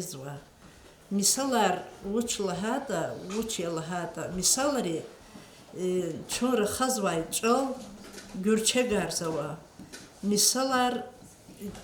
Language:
Lezghian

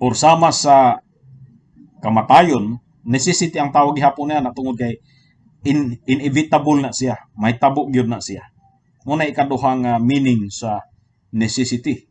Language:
Cebuano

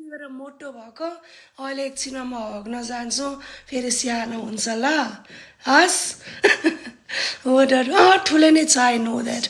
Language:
Nepali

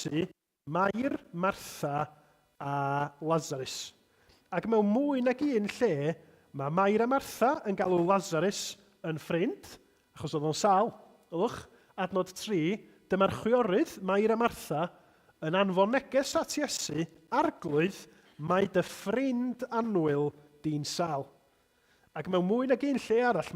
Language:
Welsh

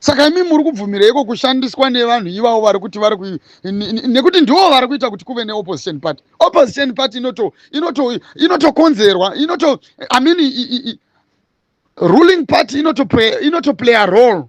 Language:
Shona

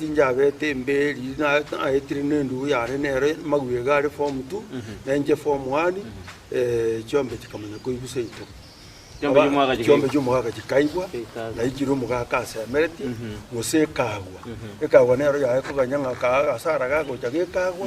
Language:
Gusii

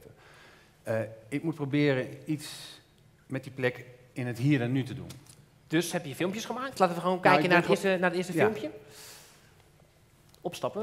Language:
Dutch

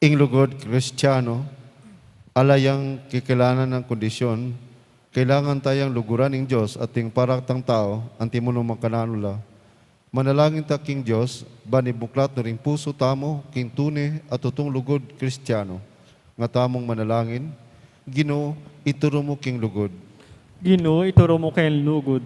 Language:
Pampanga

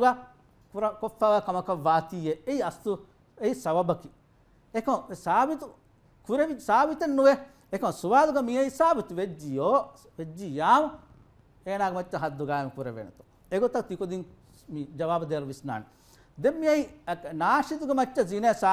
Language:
Divehi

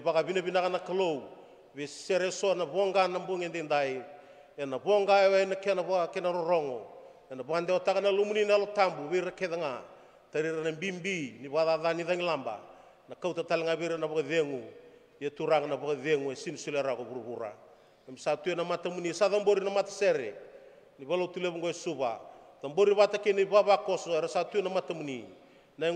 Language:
Fijian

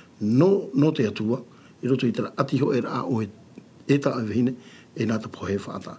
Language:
Tahitian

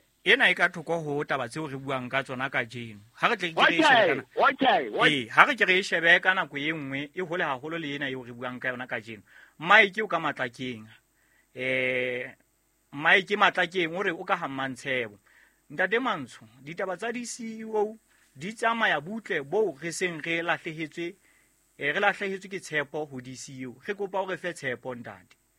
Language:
Southern Sotho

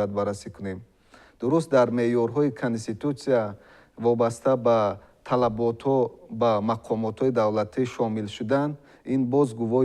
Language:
Tajik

